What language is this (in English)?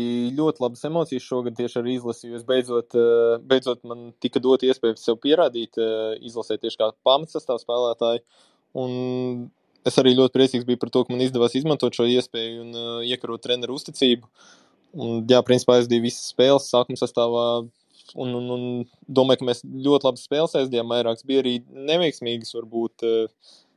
Latvian